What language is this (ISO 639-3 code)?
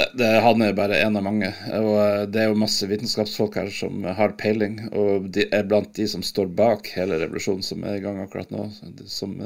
nor